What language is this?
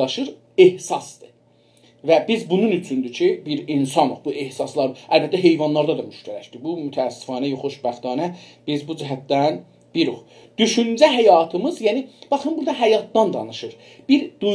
South Azerbaijani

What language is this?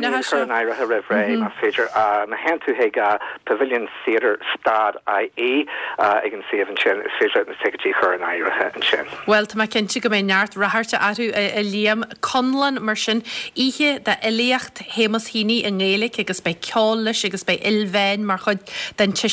Irish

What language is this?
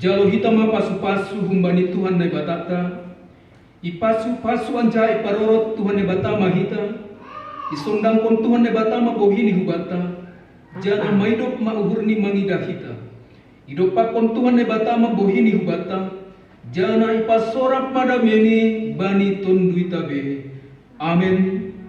Batak Simalungun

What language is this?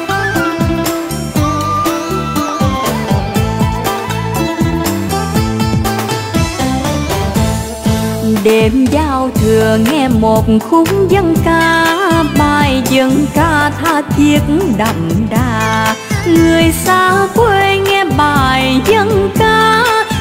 Vietnamese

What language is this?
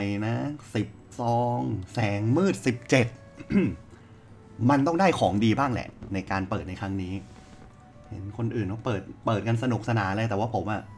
Thai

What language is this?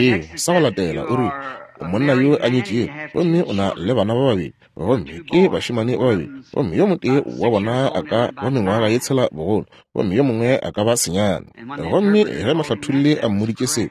Northern Sotho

